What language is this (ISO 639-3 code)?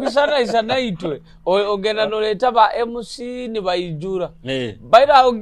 nyo